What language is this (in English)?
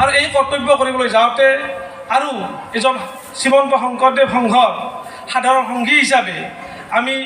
Assamese